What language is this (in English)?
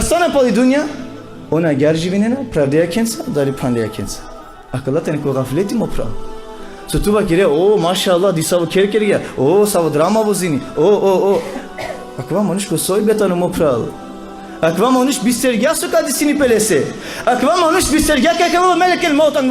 Balkan Romani